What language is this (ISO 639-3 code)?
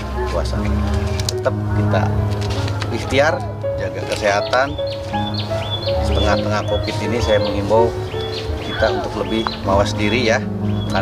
ind